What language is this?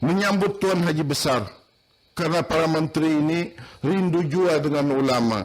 Banjar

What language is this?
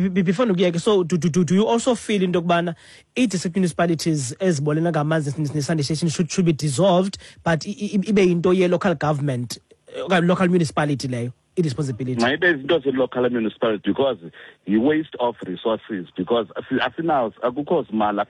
Xhosa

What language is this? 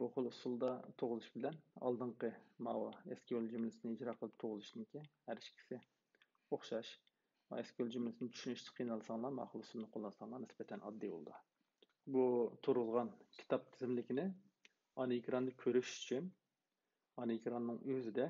Uyghur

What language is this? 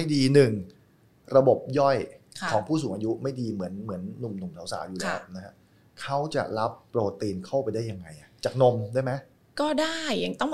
Thai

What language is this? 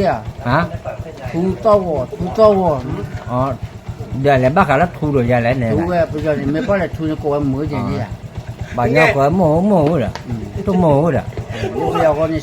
S'gaw Karen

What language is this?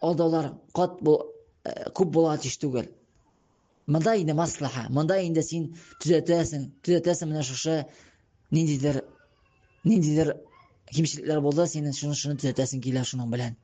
Tatar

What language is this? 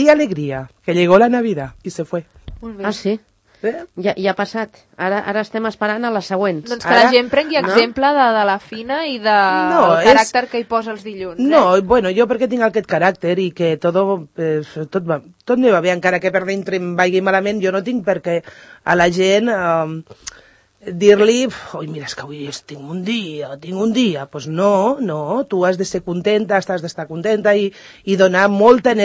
Catalan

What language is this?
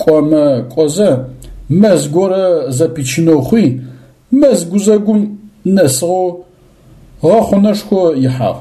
Adyghe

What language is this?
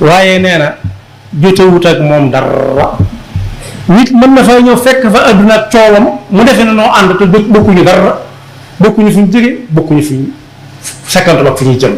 Wolof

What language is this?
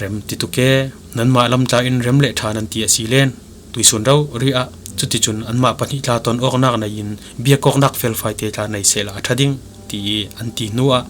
Falam Chin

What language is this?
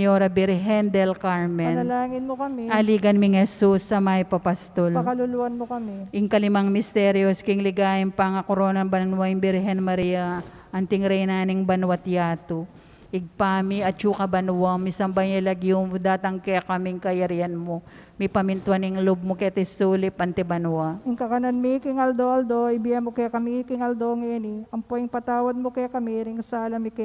Pampanga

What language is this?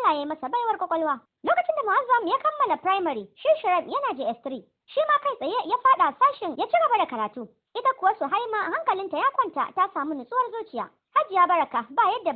Hausa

